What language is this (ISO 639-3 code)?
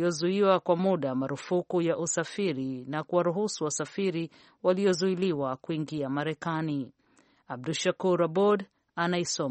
swa